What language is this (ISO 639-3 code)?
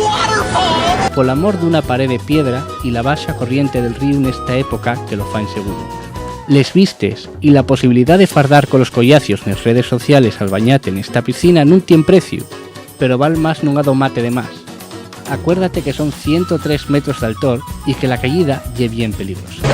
ast